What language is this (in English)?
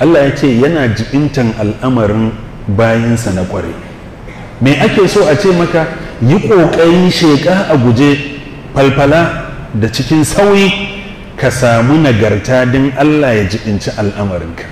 Hausa